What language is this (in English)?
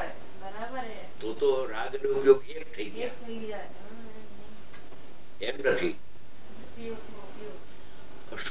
Gujarati